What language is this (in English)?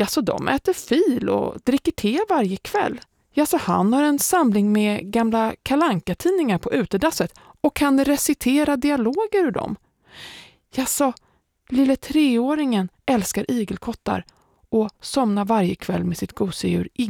Swedish